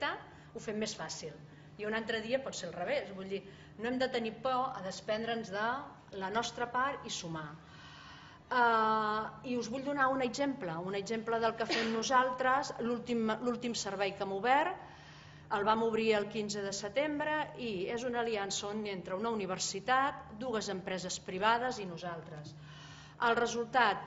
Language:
Catalan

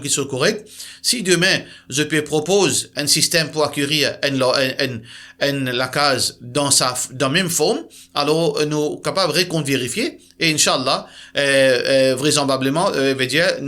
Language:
Morisyen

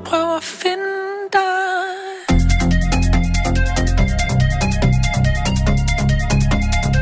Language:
Danish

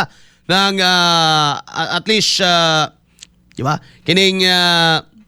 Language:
Cebuano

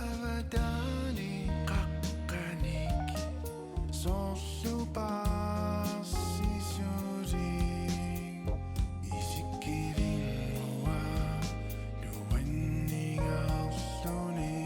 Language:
Kalaallisut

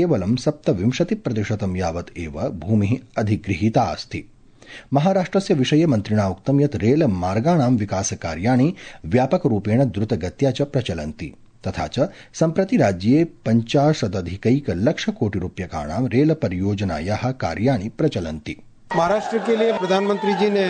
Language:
Sanskrit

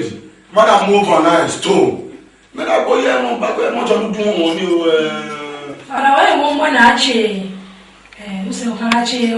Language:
Esan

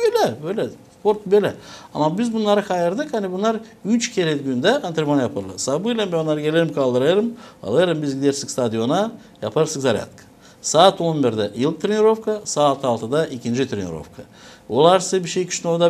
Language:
Gagauz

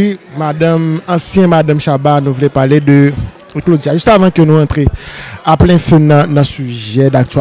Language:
Haitian Creole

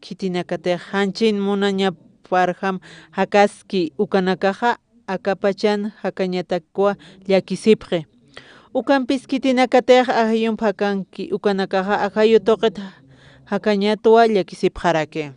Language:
Aymara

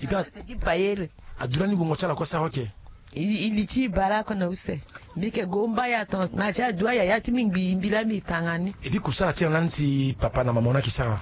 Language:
Sango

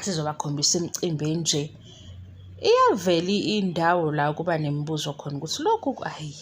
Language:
Zulu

